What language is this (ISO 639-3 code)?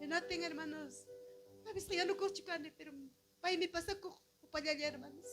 quy